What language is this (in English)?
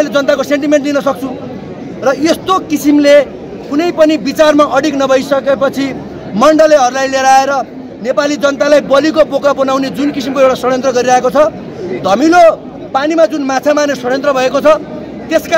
Nepali